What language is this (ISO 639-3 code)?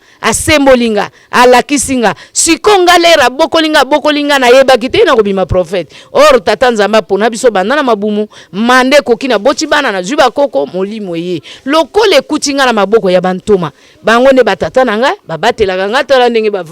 lin